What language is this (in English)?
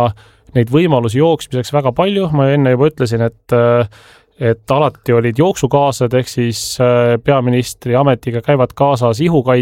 Estonian